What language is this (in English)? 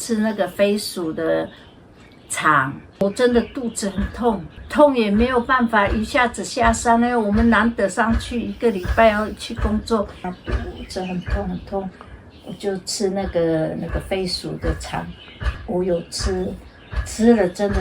Atayal